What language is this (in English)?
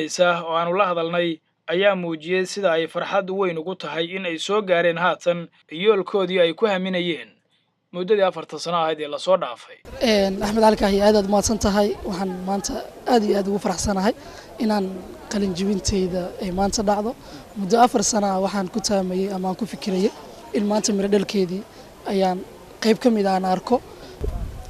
Somali